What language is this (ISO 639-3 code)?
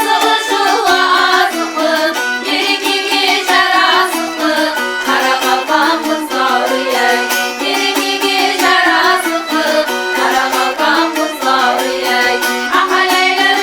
kaa